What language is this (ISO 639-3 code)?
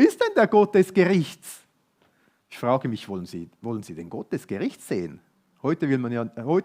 gsw